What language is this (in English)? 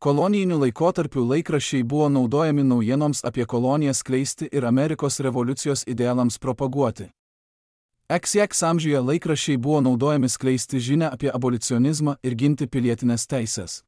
Lithuanian